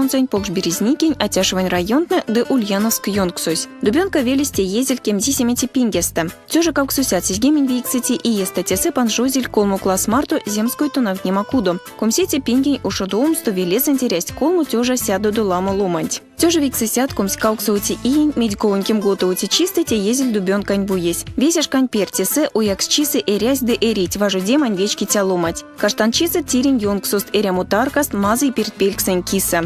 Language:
Erzya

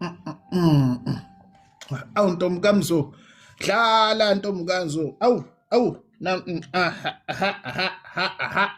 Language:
Zulu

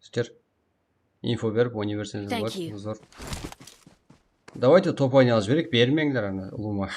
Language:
Kara-Kalpak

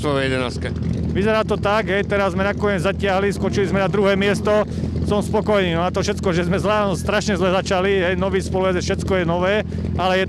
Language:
Slovak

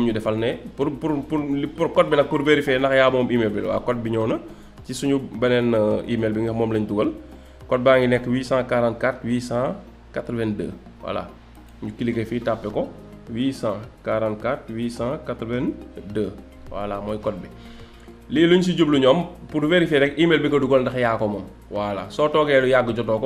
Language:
Wolof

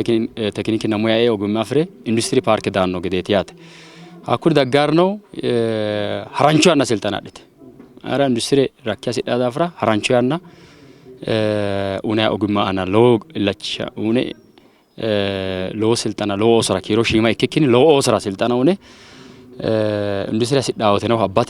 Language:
Sidamo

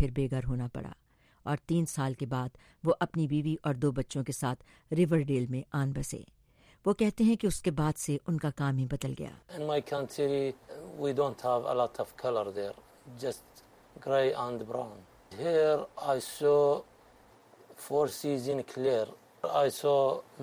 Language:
Hindi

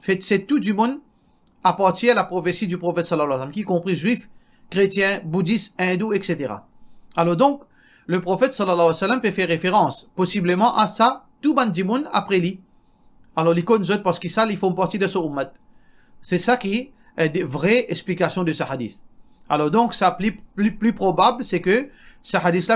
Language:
Morisyen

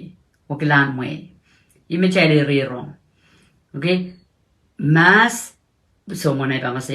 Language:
Pohnpeian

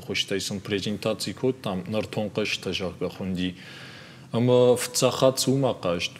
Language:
Ossetic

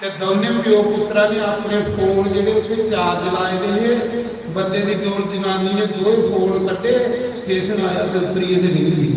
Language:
Dogri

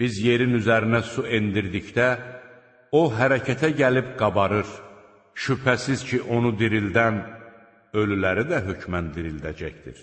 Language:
Azerbaijani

